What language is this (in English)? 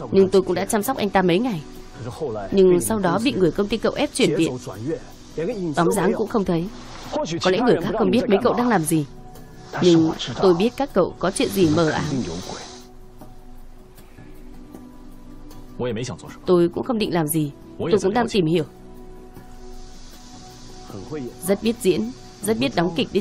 Vietnamese